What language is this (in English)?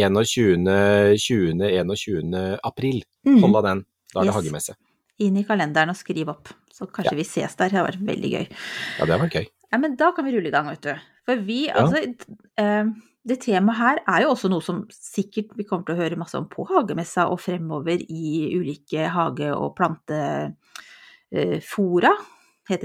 Norwegian